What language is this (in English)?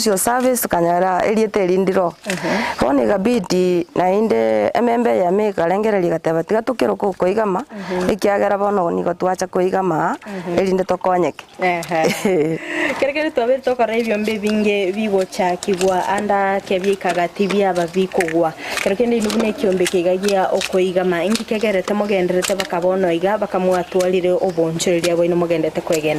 Gusii